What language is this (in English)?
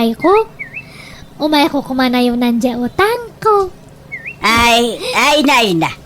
Iloko